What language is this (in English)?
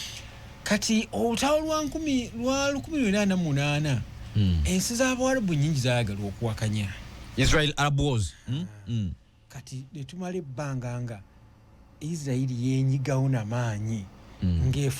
Ganda